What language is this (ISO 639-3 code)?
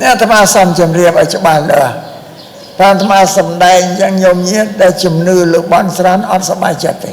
khm